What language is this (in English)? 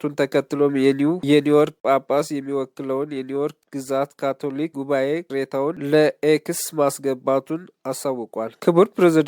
Amharic